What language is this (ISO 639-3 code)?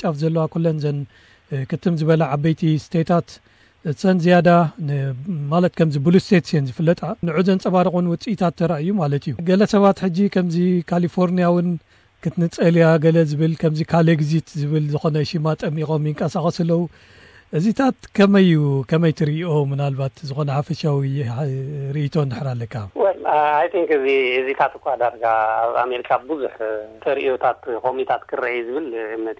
tir